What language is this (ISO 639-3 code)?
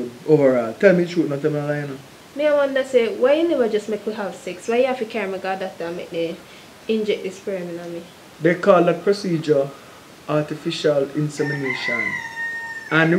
jam